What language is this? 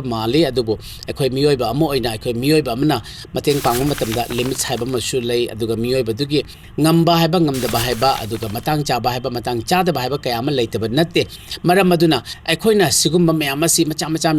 Manipuri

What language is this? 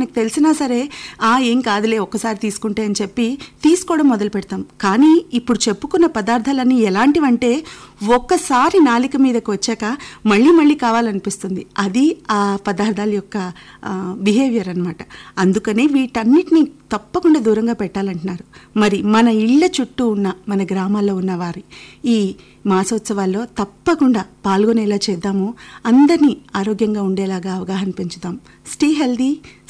Telugu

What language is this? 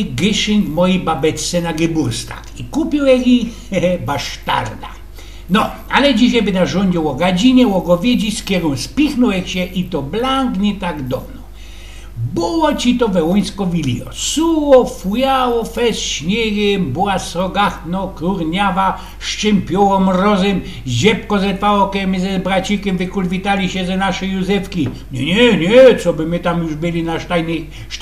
Silesian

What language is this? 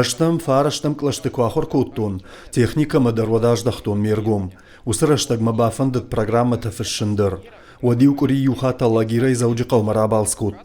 Ossetic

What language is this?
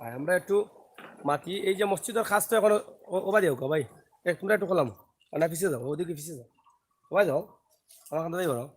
Sylheti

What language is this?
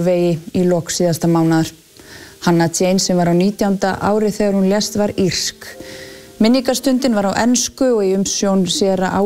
Icelandic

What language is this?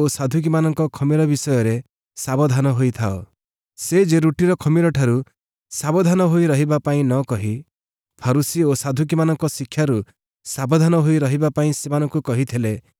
Odia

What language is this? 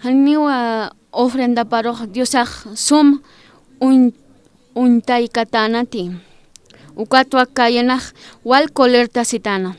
Aymara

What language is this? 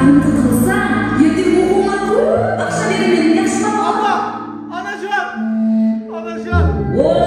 Kara-Kalpak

